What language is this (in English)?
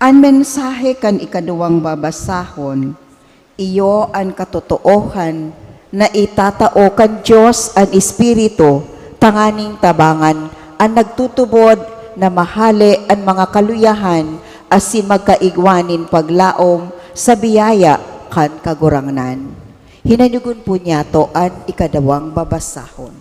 Bikol